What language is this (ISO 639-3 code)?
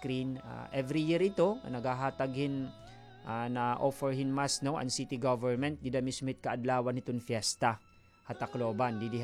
war